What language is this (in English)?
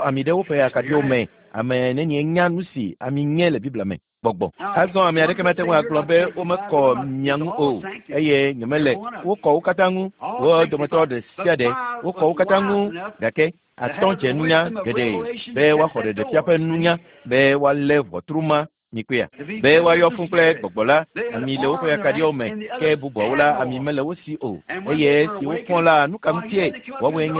Ewe